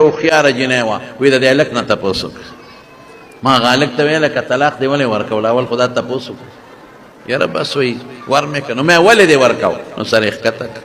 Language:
Pashto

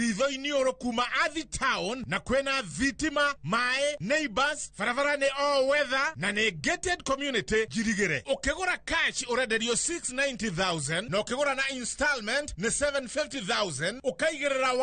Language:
Kikuyu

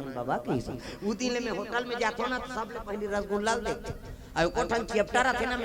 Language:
Chhattisgarhi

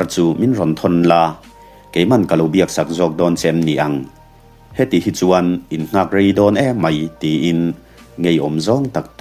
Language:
Mizo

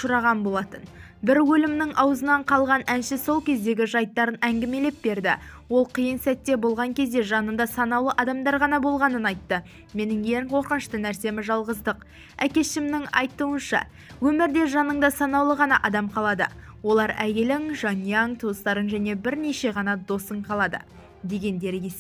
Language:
Kazakh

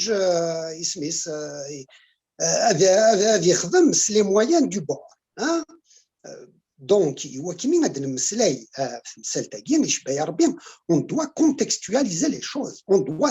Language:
Kabyle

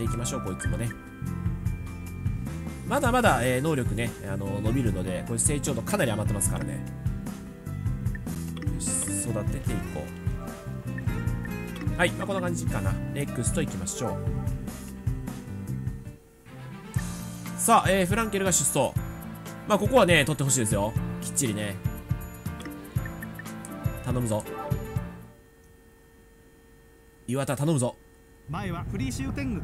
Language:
Japanese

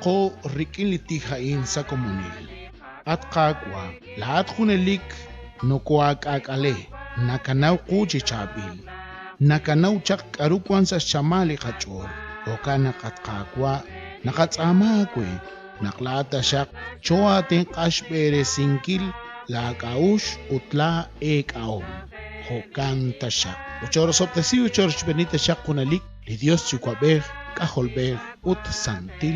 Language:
Kekchí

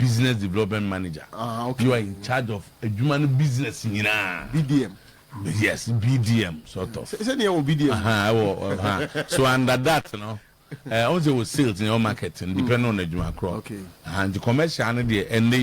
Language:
Akan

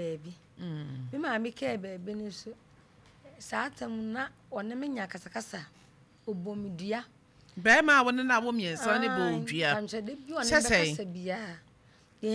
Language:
Akan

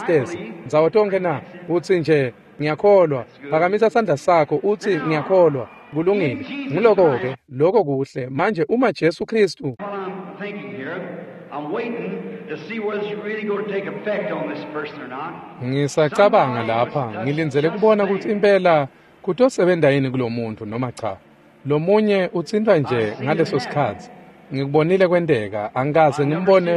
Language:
Swati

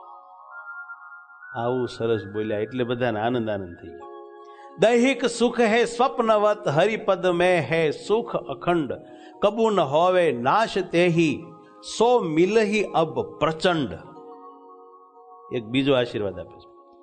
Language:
Gujarati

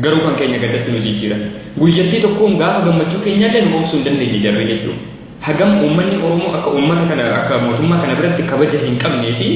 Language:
Oromo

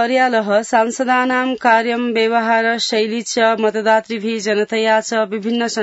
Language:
Sanskrit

